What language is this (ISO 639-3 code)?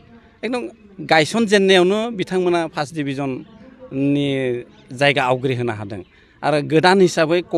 brx